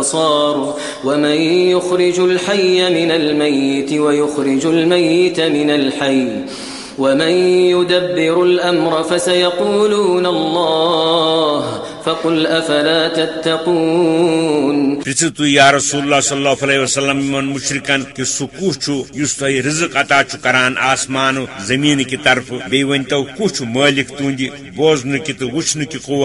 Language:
Kashmiri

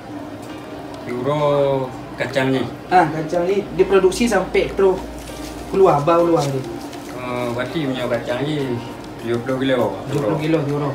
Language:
Achinese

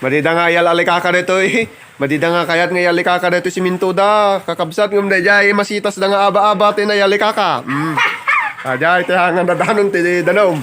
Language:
Iloko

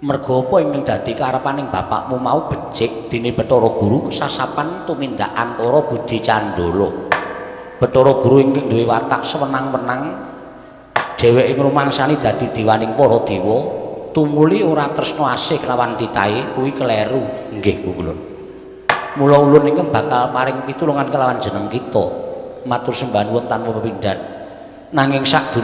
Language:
Javanese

